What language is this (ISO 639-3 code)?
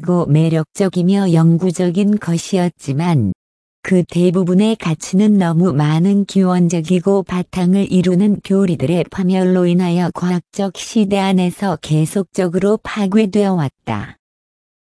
kor